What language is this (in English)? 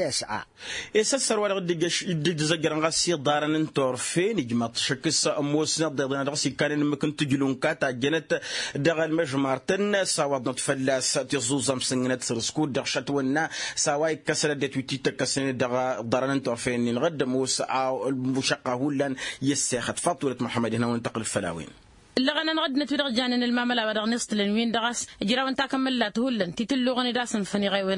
Tamasheq